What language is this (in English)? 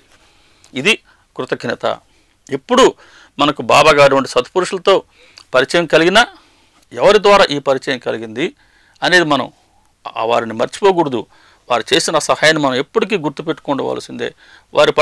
Telugu